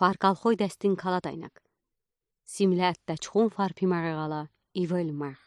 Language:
Udi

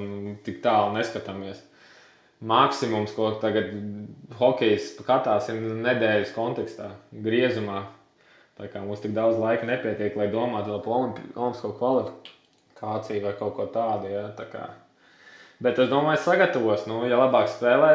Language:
Latvian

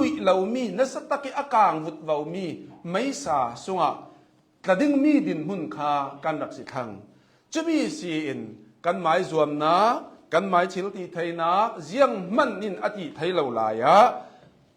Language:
Hakha Chin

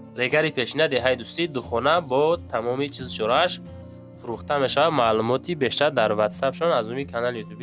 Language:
Tajik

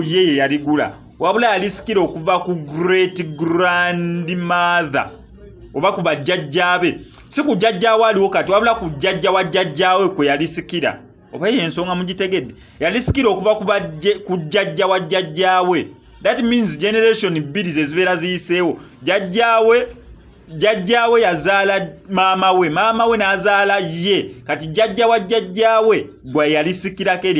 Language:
Ganda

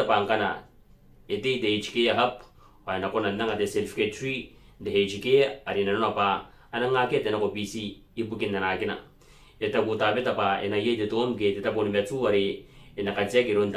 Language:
Gilbertese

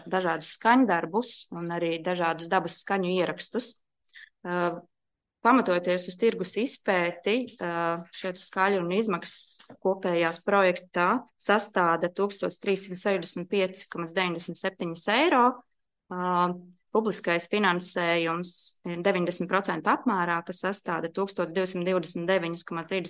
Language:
Latvian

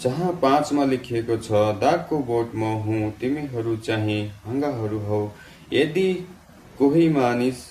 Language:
Nepali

